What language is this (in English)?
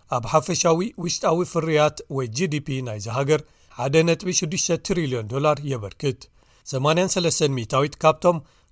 Tigrinya